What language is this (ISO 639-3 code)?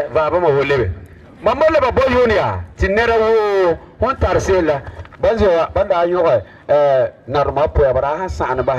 gur